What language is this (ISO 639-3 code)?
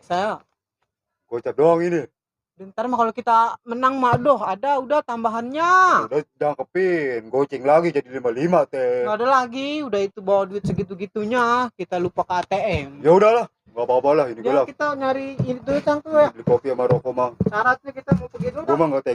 bew